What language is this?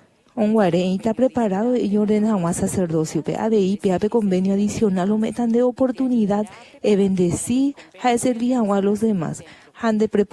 Guarani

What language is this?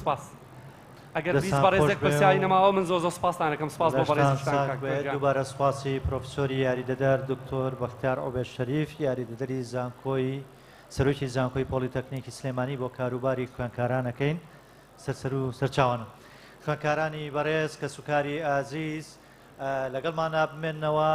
Central Kurdish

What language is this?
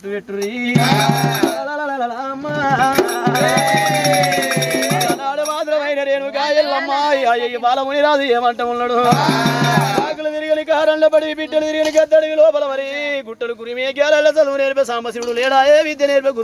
Telugu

